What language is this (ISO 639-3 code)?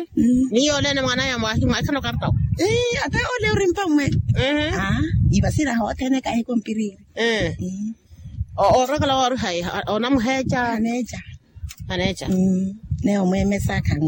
vmw